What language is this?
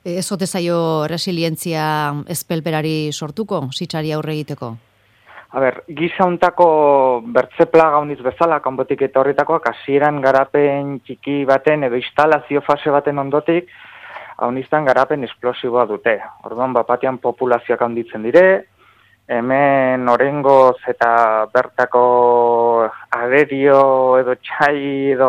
Basque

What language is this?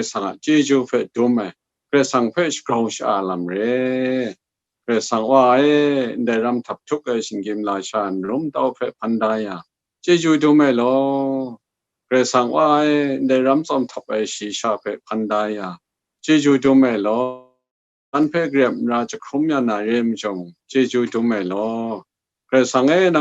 Kachin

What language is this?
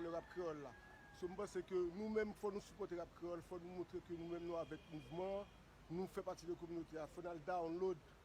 Haitian Creole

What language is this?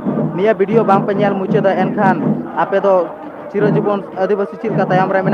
Santali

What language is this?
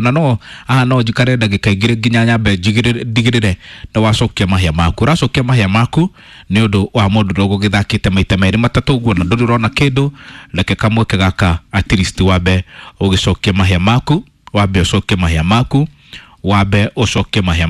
Kikuyu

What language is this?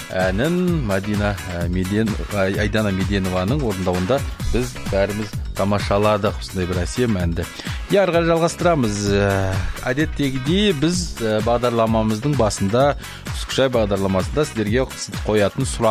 Kazakh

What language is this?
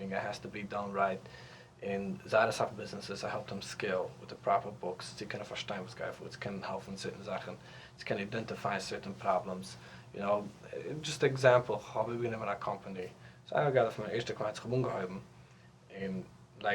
Yiddish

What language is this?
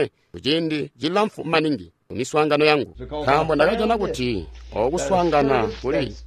Tonga (Zambia)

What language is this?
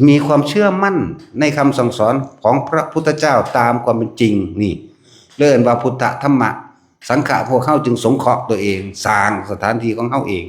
Northeastern Thai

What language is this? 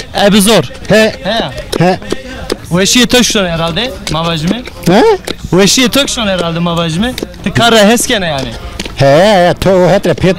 Zaza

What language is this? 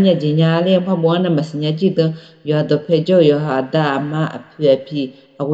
Akha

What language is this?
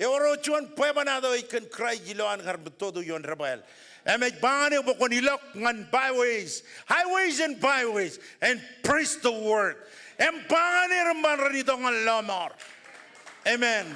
Marshallese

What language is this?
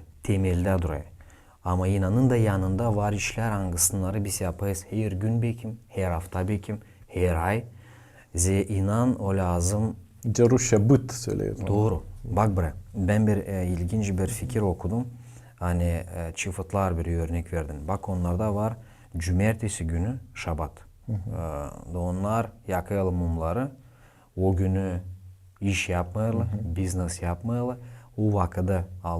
Gagauz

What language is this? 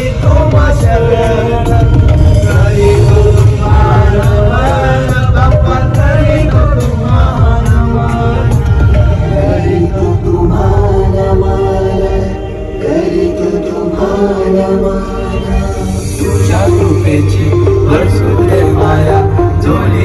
Marathi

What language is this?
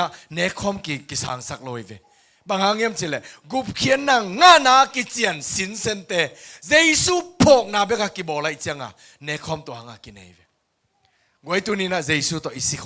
Tedim Chin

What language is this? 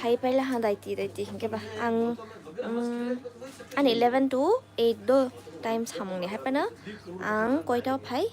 Kok Borok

